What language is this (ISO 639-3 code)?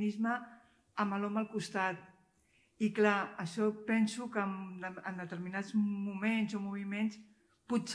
cat